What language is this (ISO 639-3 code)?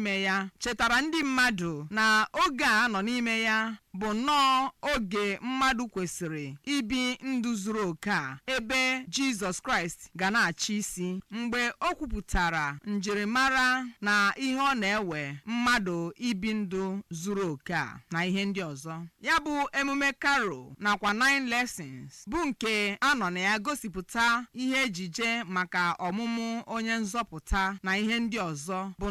ibo